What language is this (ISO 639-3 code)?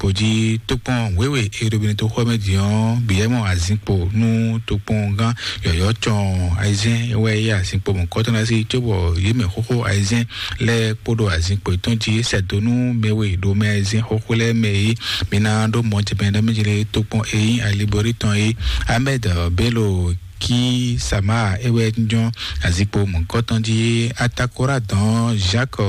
fon